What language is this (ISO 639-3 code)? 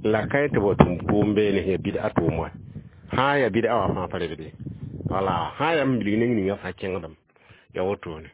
mos